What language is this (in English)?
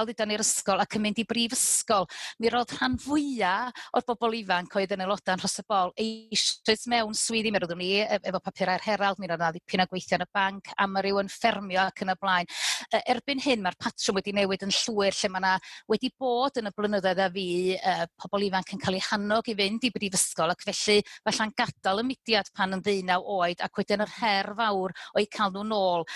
Welsh